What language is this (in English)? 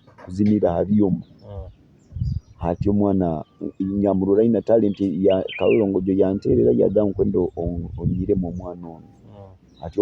Nyoro